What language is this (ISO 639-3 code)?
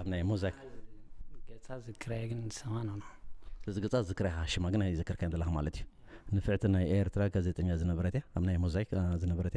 tir